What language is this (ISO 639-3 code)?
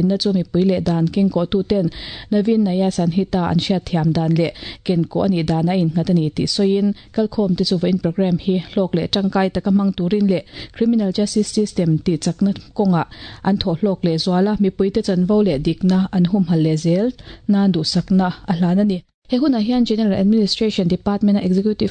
lus